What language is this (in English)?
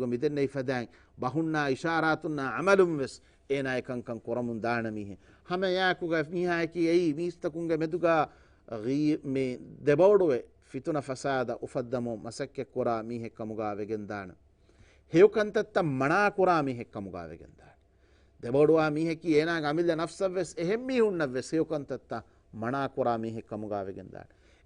Divehi